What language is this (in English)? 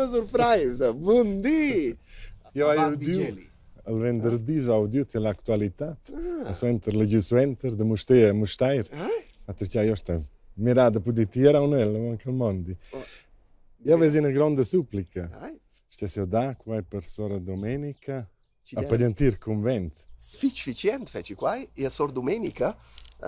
Romansh